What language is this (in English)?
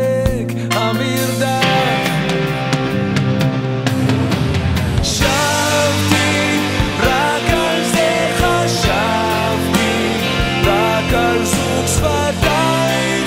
Hebrew